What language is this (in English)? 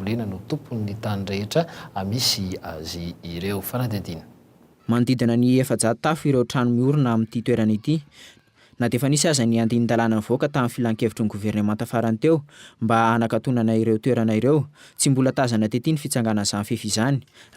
Malagasy